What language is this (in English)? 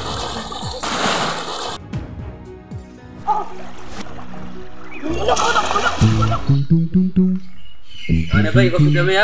Malay